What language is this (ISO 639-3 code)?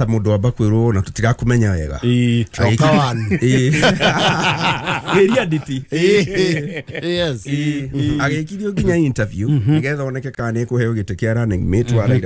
kik